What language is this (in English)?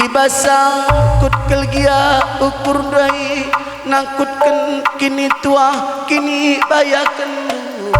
Batak Karo